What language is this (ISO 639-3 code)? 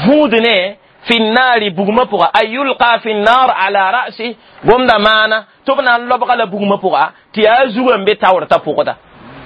mos